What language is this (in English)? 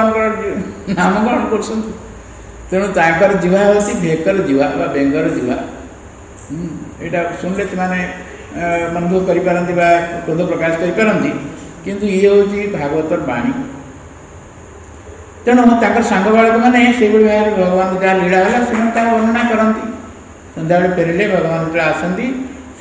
Odia